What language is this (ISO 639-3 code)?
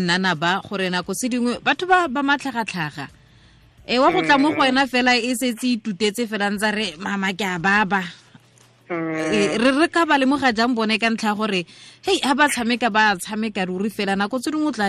tsn